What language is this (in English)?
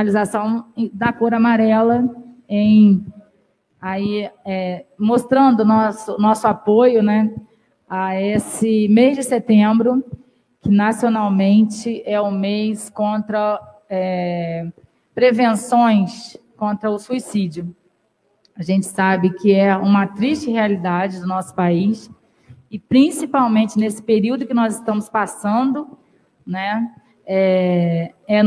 Portuguese